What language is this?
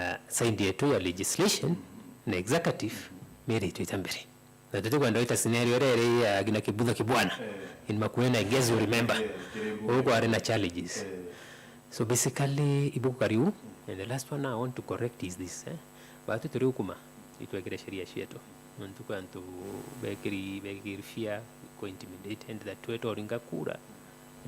Meru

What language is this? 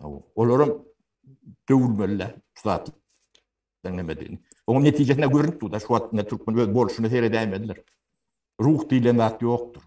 Turkmen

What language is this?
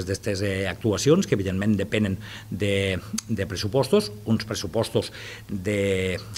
Catalan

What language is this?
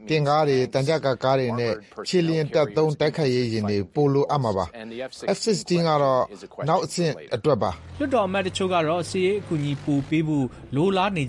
Burmese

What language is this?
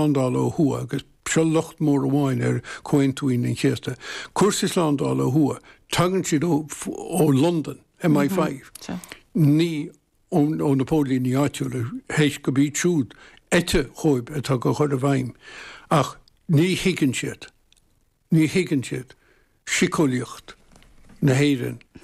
Irish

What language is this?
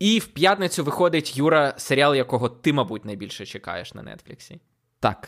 Ukrainian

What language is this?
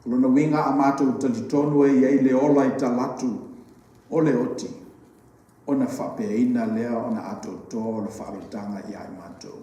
Samoan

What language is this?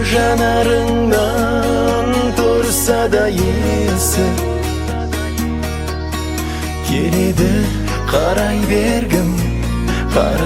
Kazakh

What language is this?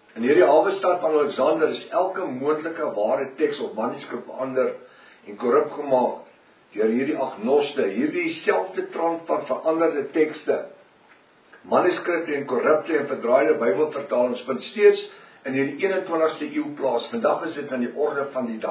Afrikaans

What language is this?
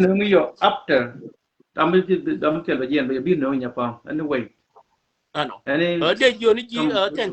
Nuer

